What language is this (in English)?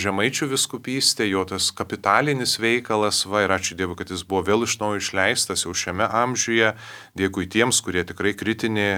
Lithuanian